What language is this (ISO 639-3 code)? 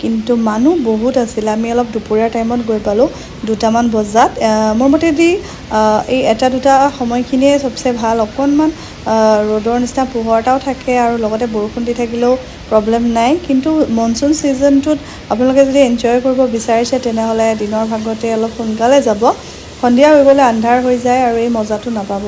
asm